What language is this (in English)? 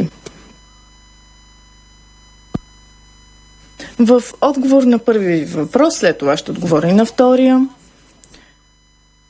Bulgarian